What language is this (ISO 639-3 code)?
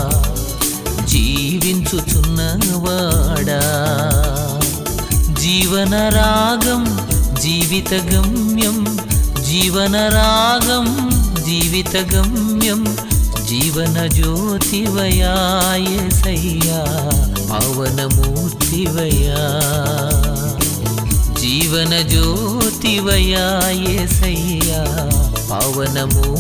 tel